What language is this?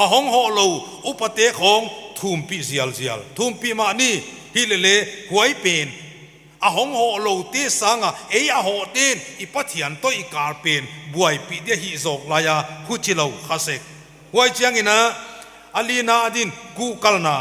Paite Chin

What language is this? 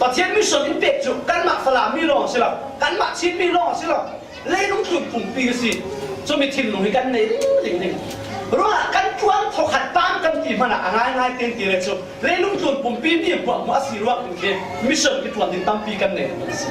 Falam Chin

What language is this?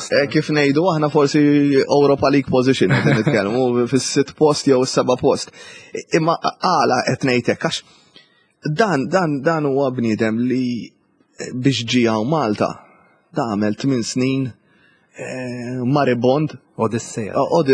Maltese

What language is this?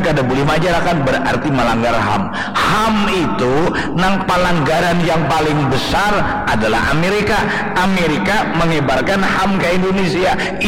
Banjar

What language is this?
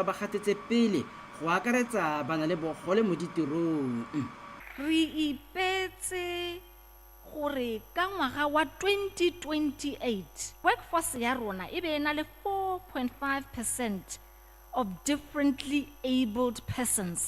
Tswana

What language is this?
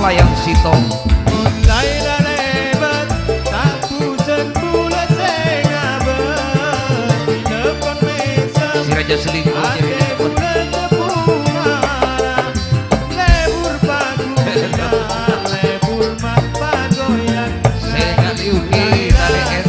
Madurese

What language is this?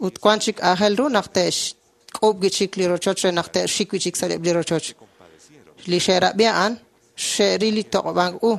Kekchí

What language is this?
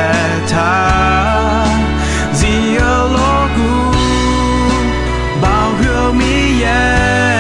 Akha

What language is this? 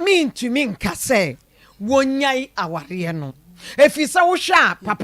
Akan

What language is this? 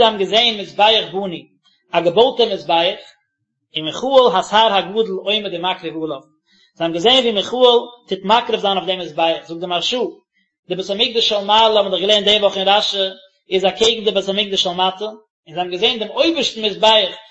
Yiddish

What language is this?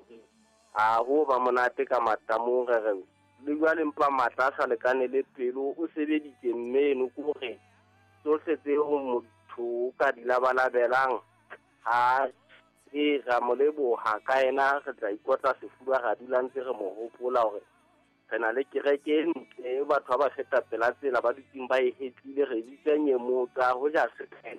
Southern Sotho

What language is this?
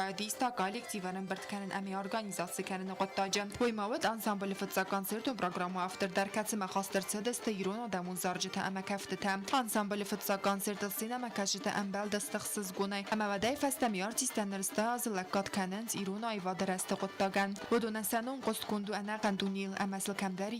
Ossetic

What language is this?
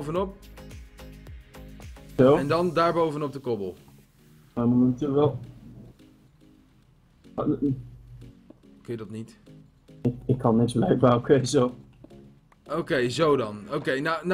Dutch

